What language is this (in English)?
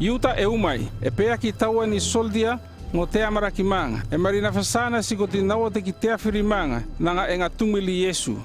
North Efate